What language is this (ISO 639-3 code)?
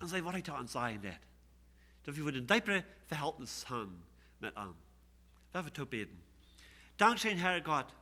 pdt